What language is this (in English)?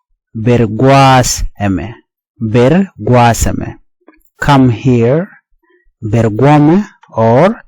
Nuer